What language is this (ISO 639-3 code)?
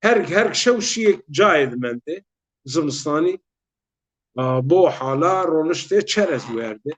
zza